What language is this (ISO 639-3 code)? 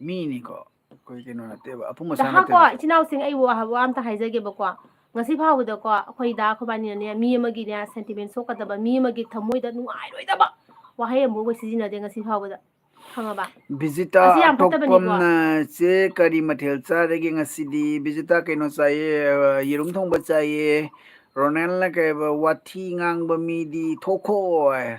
mni